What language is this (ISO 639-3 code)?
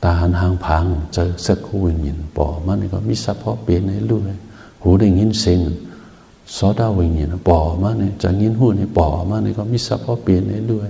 shn